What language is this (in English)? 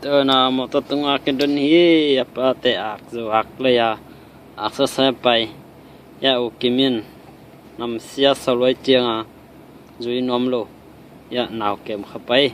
Tedim Chin